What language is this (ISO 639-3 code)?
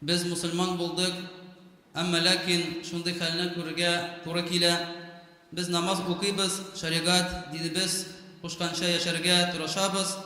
tat